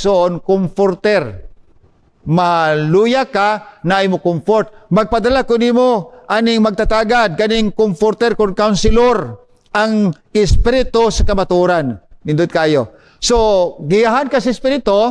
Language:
Cebuano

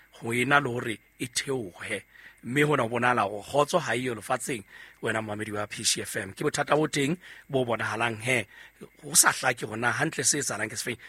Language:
Southern Sotho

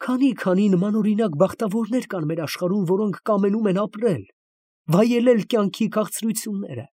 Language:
Armenian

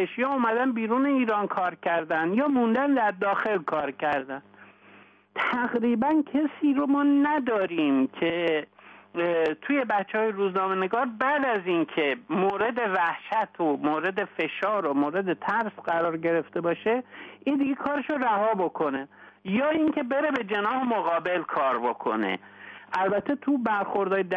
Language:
Persian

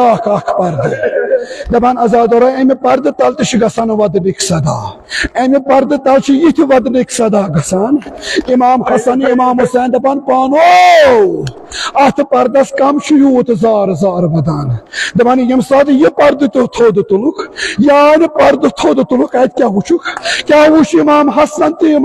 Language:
Kashmiri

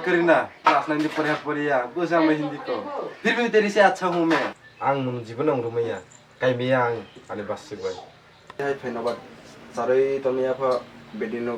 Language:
Kok Borok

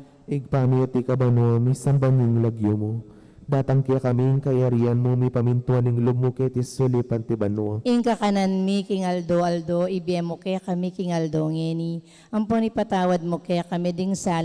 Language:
Pampanga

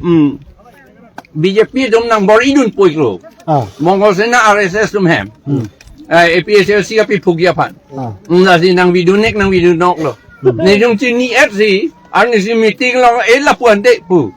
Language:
Karbi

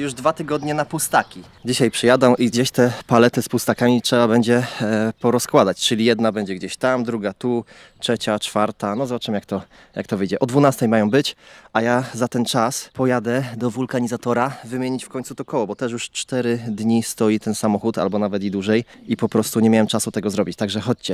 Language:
Polish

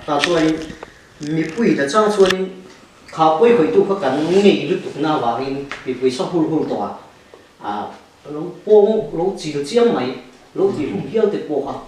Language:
Mizo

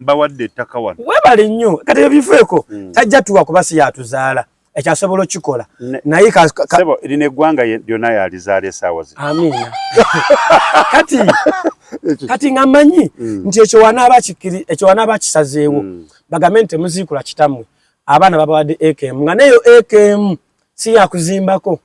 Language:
Ganda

